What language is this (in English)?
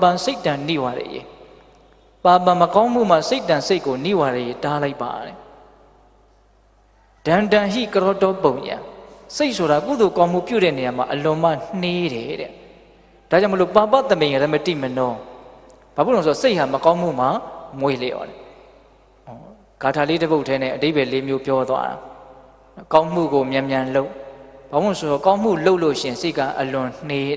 Burmese